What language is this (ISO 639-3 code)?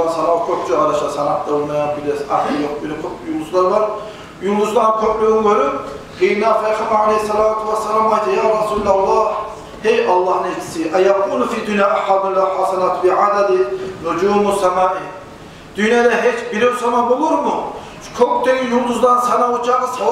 kum